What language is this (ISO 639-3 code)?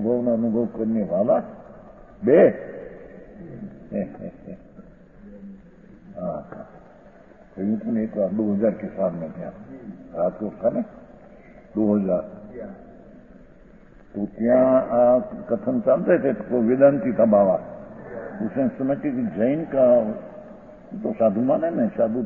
hin